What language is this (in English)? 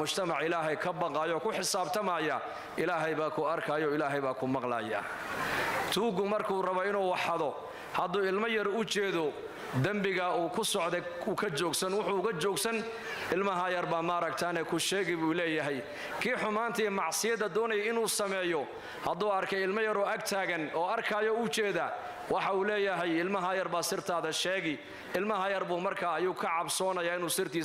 Somali